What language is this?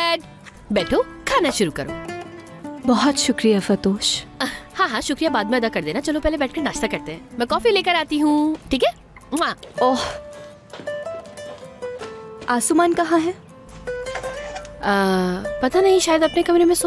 Hindi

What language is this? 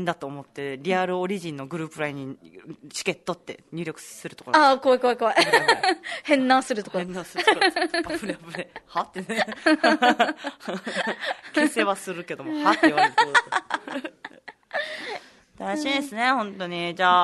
Japanese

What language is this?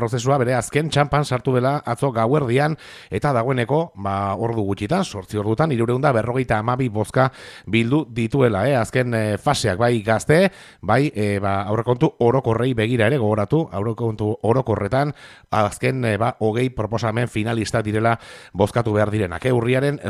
Basque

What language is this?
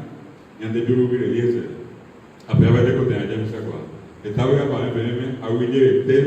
Guarani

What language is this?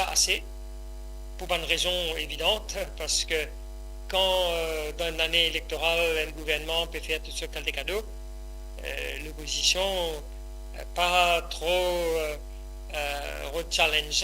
Morisyen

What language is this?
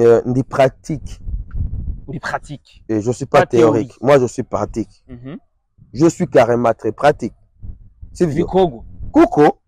Rundi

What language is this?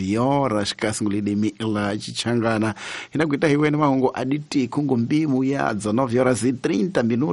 Tsonga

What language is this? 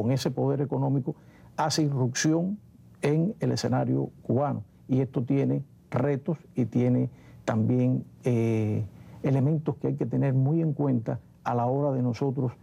Spanish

